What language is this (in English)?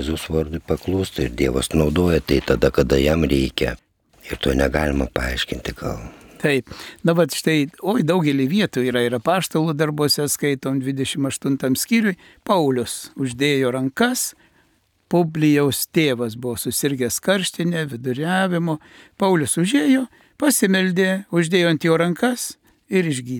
Lithuanian